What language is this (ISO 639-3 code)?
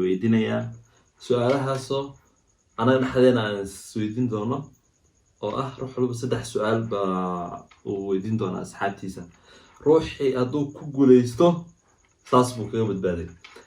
som